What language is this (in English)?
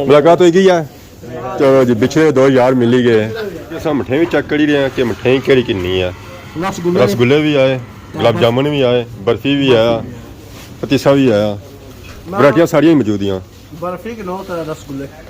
Pahari-Potwari